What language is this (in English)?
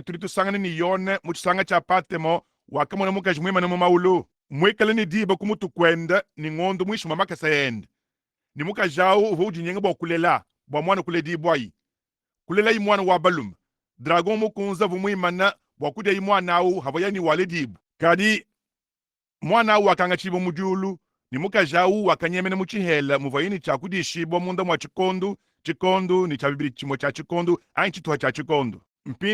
Luba-Lulua